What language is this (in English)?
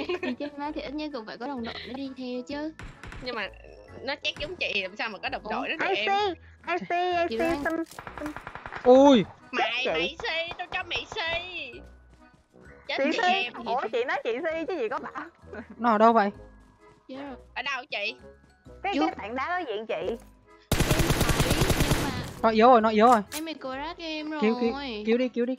Vietnamese